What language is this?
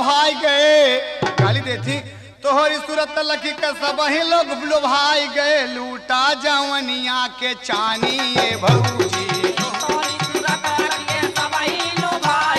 Bhojpuri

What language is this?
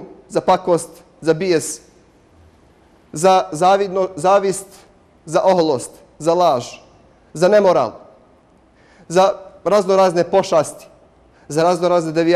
Bosnian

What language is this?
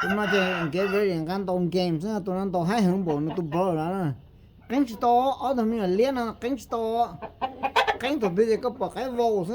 Hmong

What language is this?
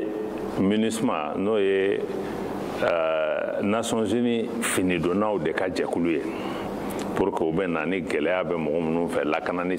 Bambara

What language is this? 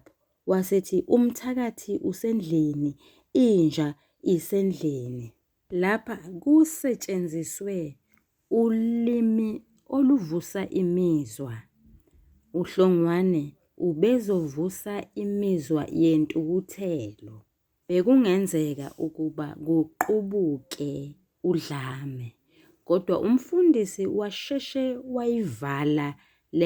Zulu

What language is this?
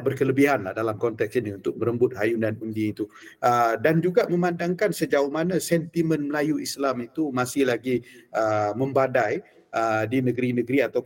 Malay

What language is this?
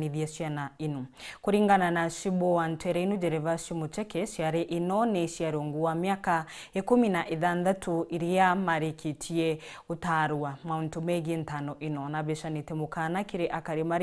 Meru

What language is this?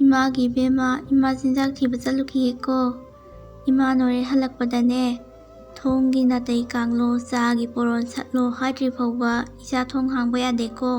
Manipuri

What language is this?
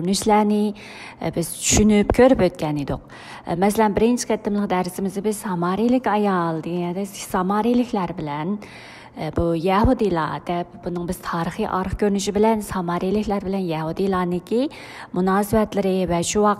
Uyghur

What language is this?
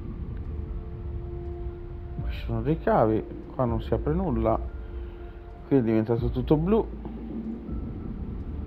Italian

